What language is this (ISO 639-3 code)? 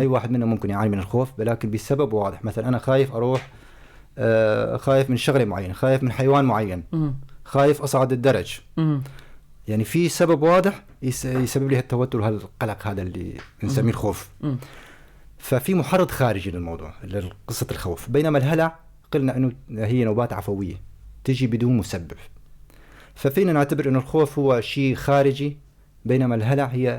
apc